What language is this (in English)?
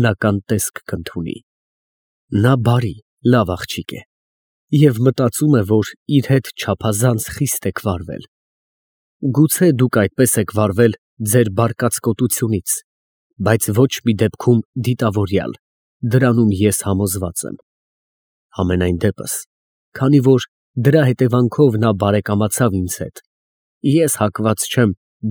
Armenian